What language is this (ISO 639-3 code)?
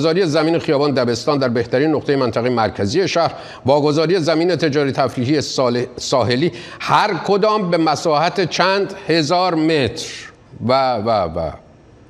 fas